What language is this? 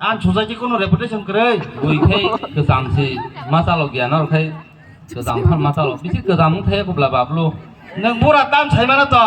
Kok Borok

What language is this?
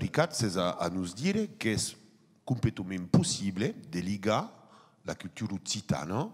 Occitan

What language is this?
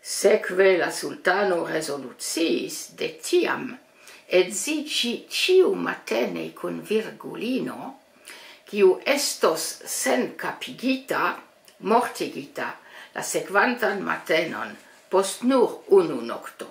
Esperanto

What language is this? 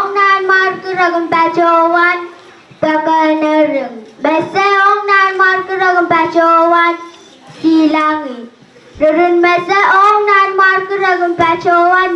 Pohnpeian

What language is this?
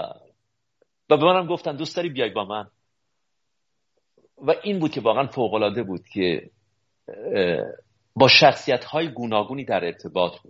Persian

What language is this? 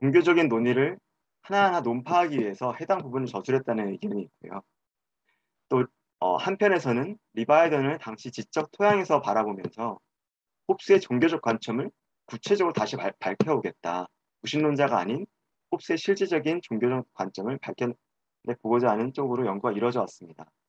Korean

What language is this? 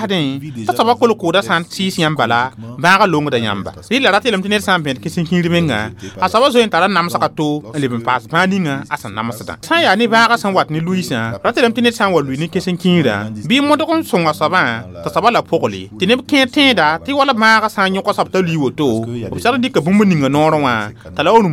Mossi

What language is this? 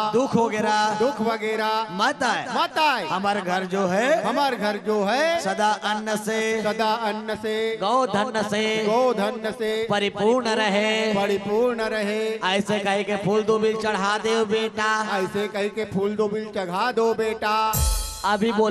Chhattisgarhi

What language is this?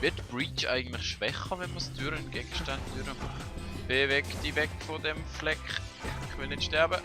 Swiss German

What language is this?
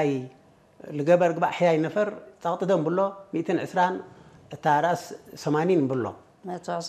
Tigre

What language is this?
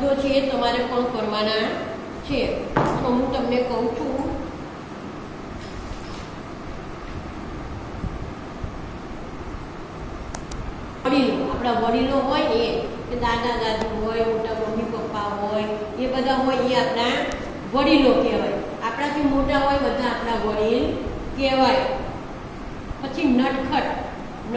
Gujarati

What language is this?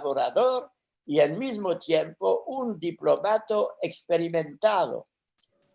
Ladino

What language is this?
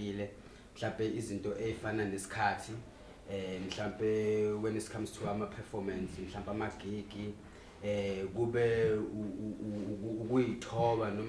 Zulu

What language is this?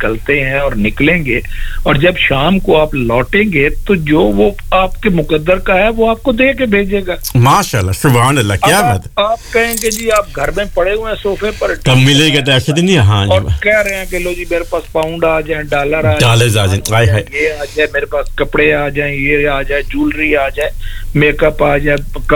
Urdu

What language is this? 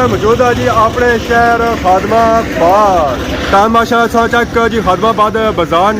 Pahari-Potwari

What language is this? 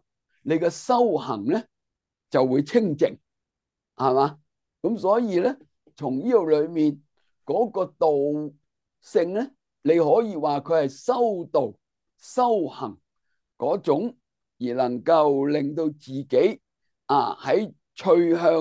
Cantonese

